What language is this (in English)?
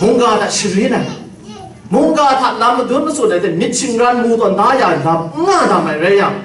Kachin